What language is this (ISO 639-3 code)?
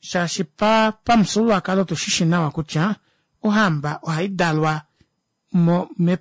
kua